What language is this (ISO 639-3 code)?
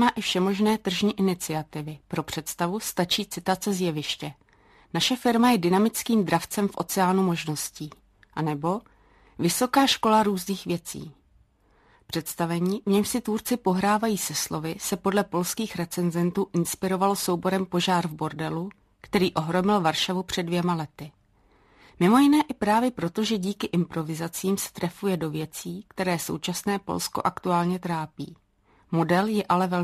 ces